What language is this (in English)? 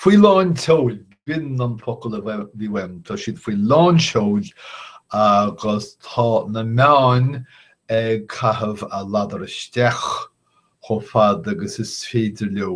Irish